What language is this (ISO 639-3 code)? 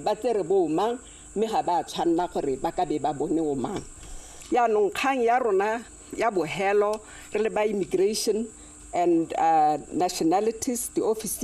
tsn